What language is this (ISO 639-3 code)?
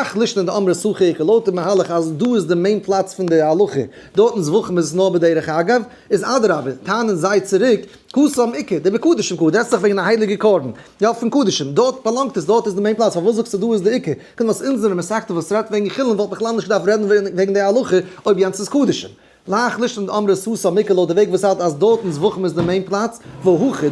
yid